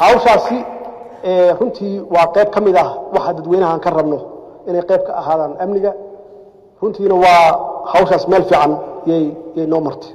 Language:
Somali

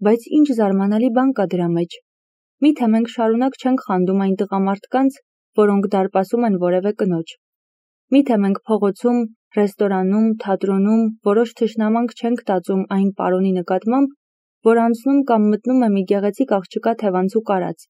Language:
Armenian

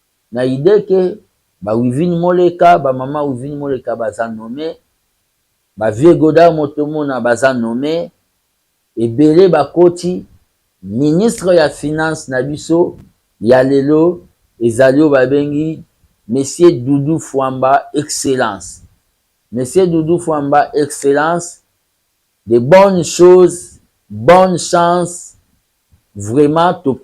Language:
Lingala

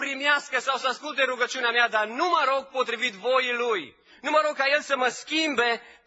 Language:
Romanian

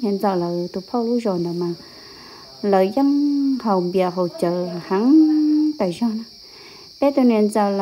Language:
Hmong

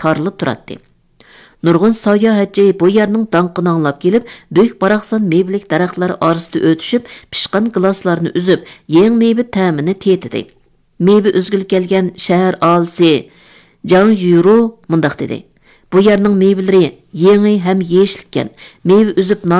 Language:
Uyghur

